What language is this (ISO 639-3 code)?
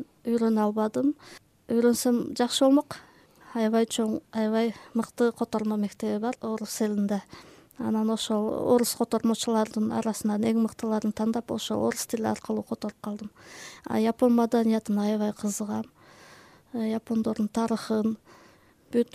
kir